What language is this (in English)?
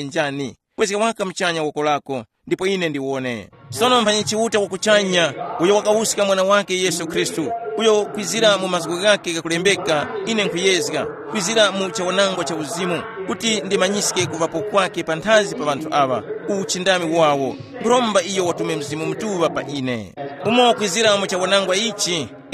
Tumbuka